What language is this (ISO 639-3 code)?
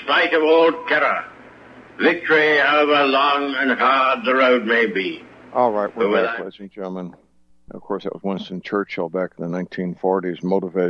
eng